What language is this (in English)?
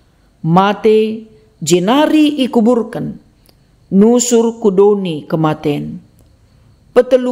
Batak Karo